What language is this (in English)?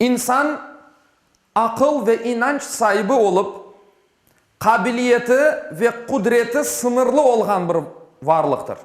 Crimean Tatar